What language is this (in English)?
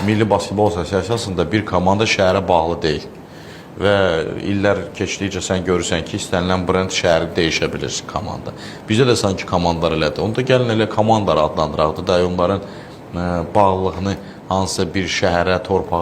Azerbaijani